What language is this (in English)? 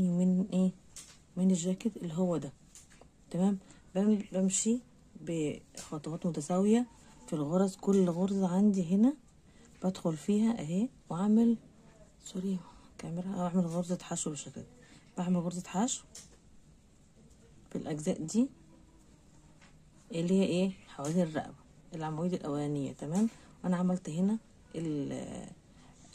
Egyptian Arabic